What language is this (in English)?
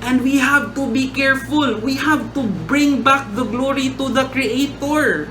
Cebuano